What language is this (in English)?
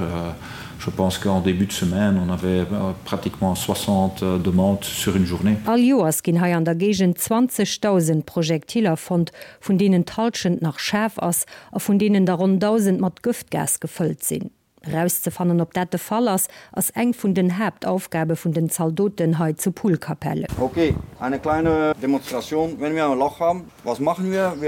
Luxembourgish